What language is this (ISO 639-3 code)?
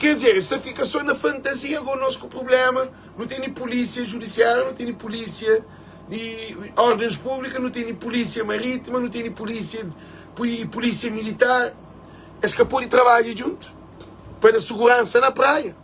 kea